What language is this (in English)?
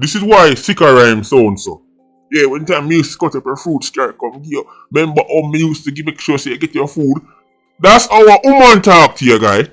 Jamaican Creole English